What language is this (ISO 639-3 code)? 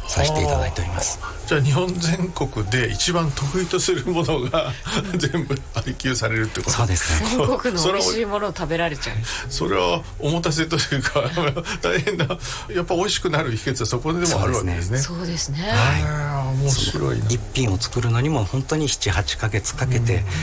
jpn